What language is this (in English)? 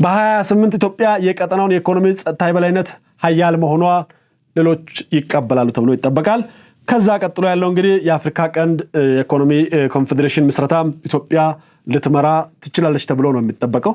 Amharic